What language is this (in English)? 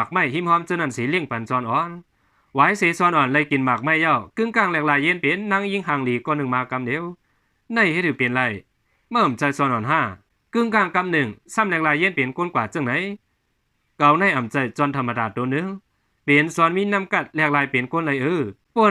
Shan